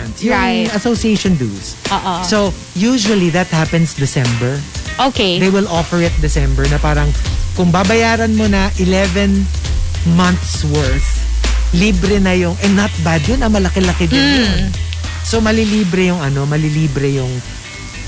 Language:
Filipino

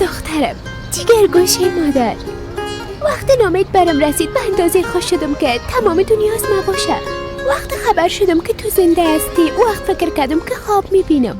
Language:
Persian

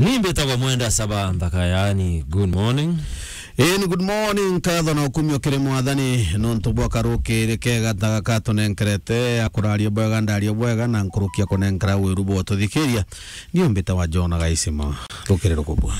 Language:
Meru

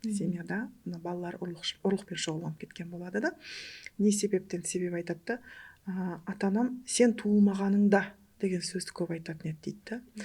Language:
Kara-Kalpak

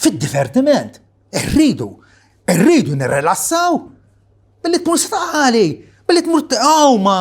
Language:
Maltese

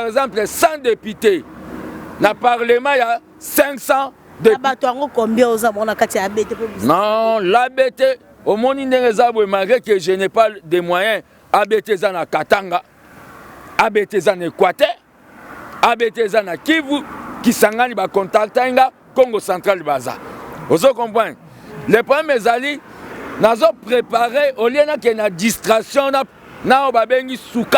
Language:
Lingala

